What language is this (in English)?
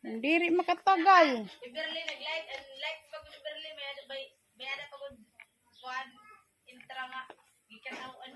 Waray